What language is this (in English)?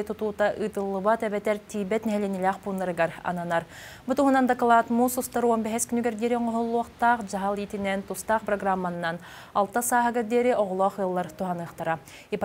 Yakut